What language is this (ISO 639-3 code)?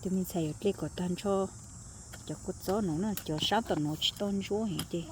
hmn